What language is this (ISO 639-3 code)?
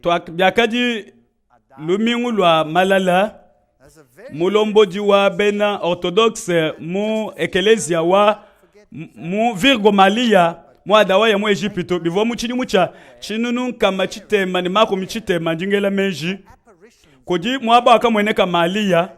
lua